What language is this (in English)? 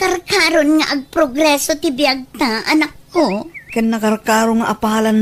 Iloko